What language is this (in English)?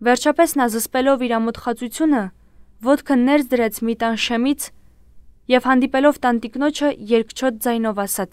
Armenian